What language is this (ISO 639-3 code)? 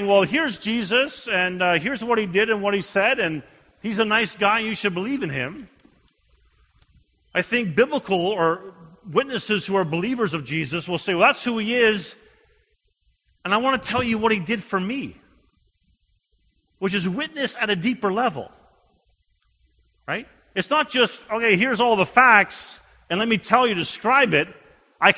eng